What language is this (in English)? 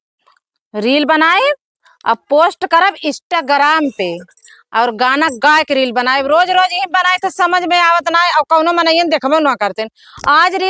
Awadhi